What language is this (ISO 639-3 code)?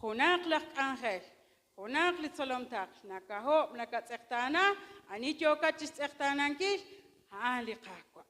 kek